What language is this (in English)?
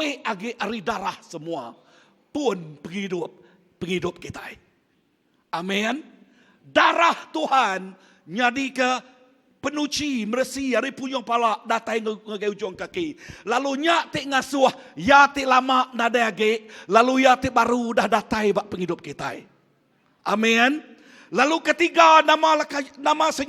Iban